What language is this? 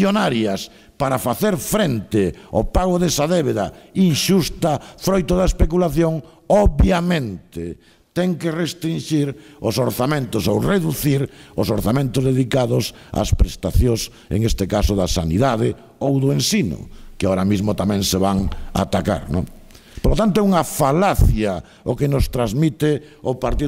Galician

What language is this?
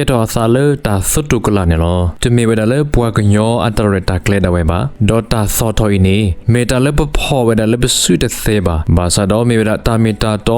S'gaw Karen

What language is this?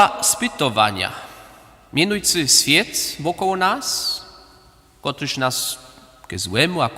Upper Sorbian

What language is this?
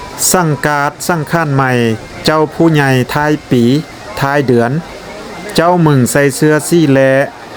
Lao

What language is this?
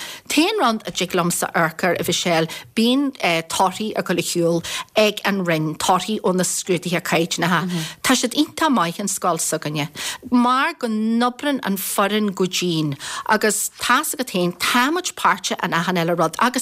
Irish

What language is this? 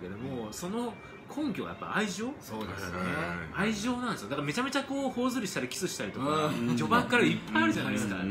Japanese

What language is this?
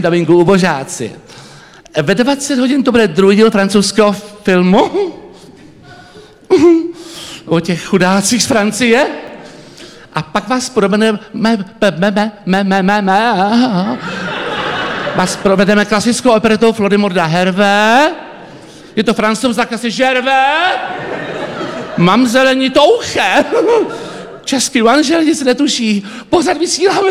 Czech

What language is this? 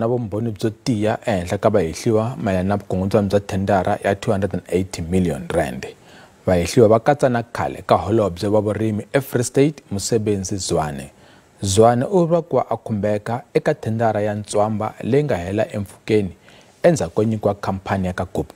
Tsonga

